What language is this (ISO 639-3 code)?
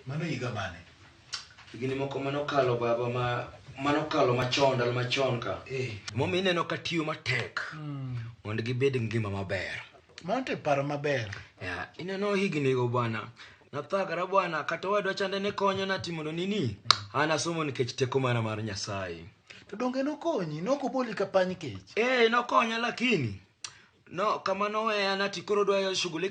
luo